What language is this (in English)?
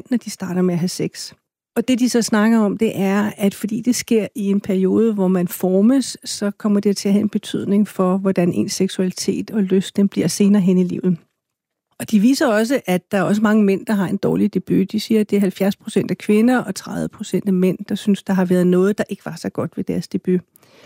Danish